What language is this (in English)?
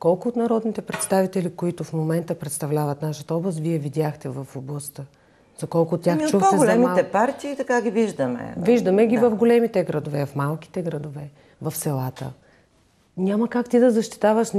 Bulgarian